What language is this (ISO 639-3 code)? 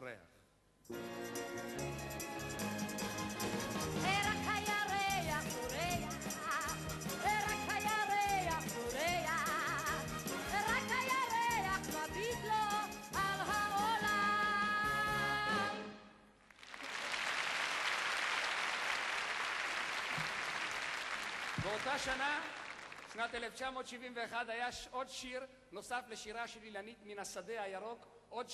heb